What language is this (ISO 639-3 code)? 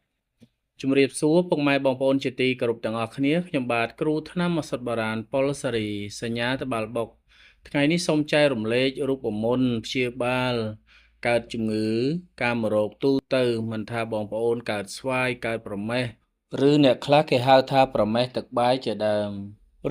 khm